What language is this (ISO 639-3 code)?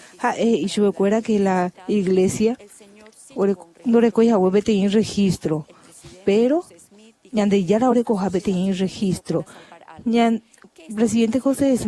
grn